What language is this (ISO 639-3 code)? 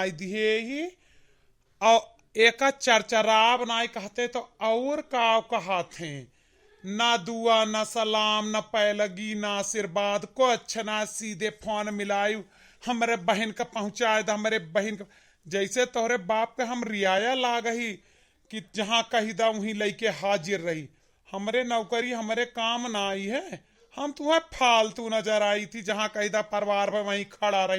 awa